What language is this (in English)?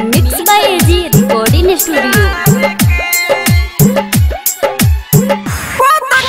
Bhojpuri